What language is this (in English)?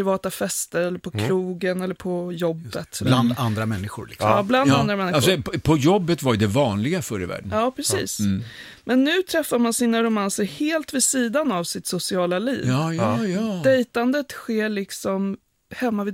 Swedish